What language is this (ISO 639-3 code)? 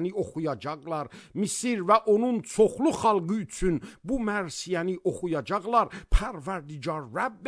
aze